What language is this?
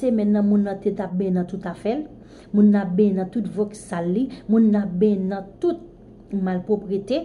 Haitian Creole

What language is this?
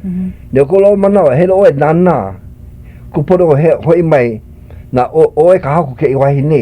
Hawaiian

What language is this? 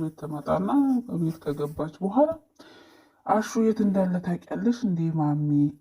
Amharic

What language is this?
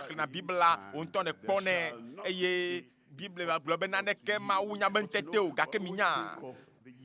Ewe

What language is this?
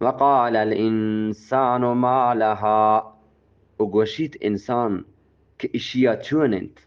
Eastern Balochi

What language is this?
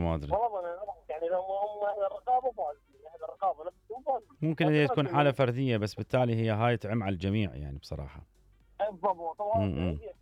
Mesopotamian Arabic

